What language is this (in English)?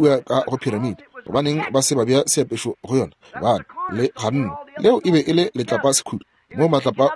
Northern Sotho